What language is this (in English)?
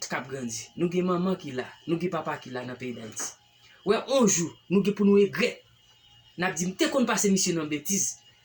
Haitian Creole